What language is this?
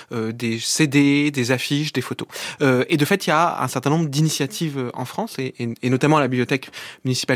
French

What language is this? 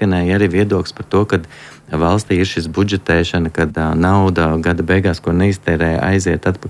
Latvian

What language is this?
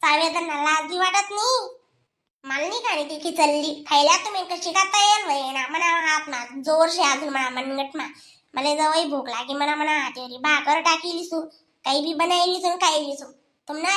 Khandesi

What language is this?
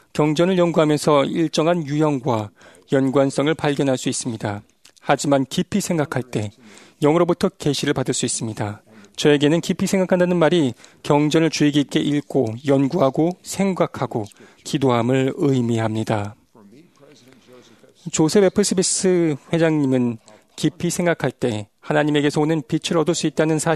Korean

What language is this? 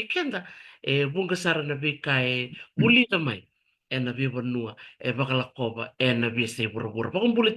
Fijian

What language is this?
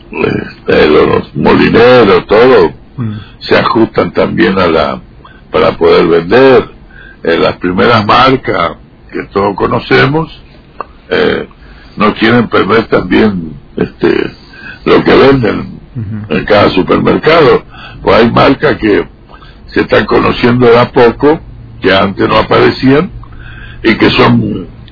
Spanish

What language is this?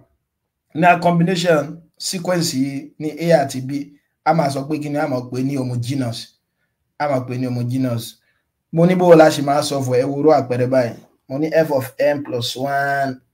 Yoruba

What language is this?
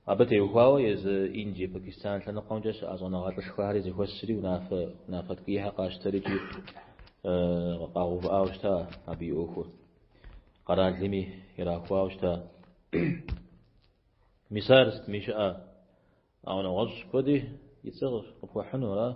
Kabardian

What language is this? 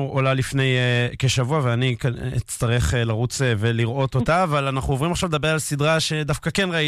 Hebrew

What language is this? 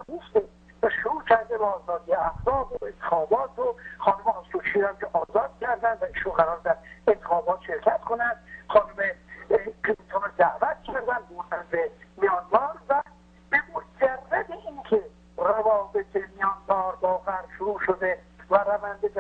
Persian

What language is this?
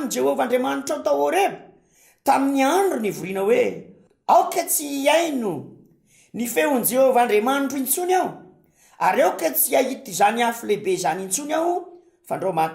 Malagasy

